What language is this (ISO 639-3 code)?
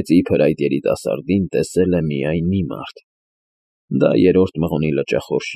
hye